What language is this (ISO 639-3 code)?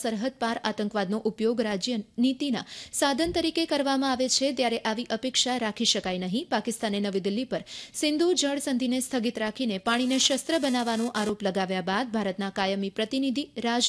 guj